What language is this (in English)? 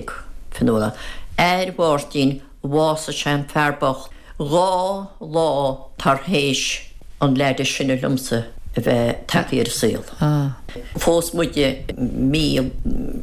Irish